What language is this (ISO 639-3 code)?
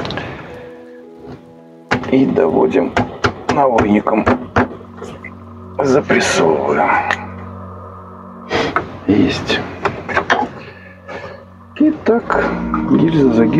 rus